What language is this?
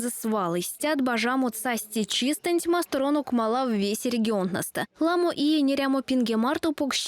Erzya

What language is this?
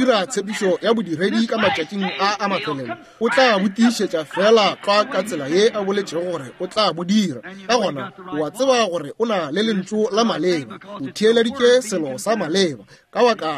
Northern Sotho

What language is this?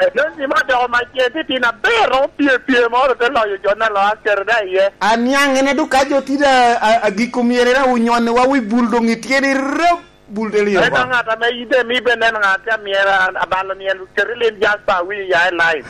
Lango (Uganda)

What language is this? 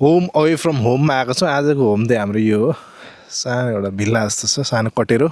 Nepali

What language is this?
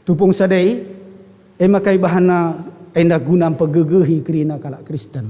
Batak Karo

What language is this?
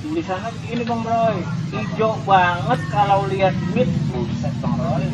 Betawi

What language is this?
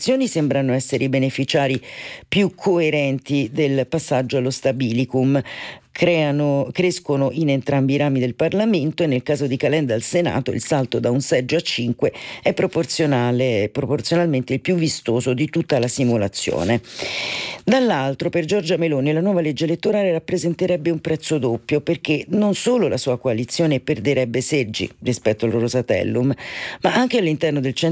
Italian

